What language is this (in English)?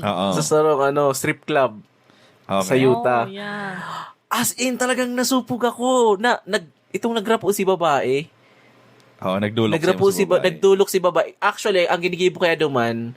Bikol